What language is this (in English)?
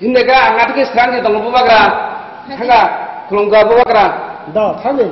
Kok Borok